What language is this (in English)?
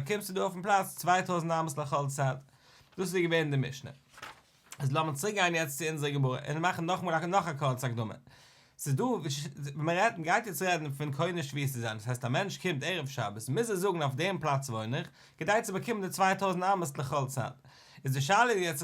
Yiddish